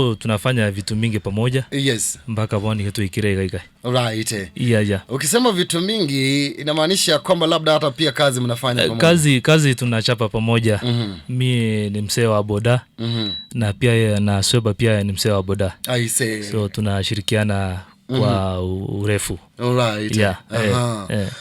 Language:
Gusii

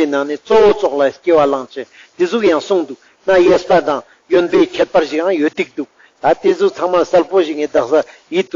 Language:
Ladakhi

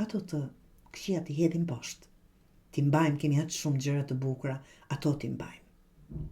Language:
Albanian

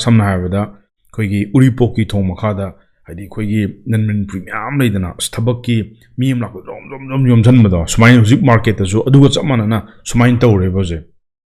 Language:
Manipuri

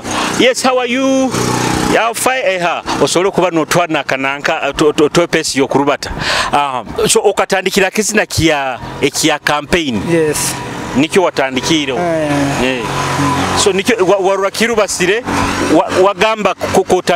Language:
Nyoro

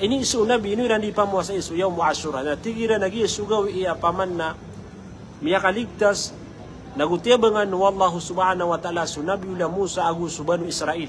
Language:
Maranao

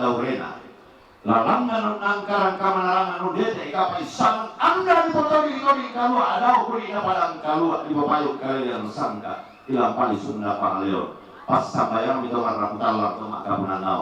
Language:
Toraja-Sa'dan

